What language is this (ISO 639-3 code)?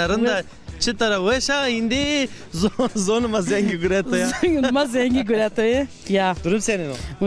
zza